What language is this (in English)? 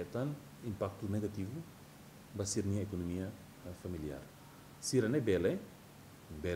Tetum